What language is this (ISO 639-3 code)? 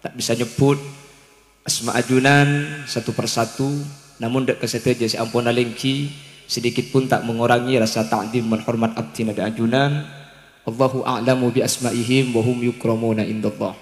mad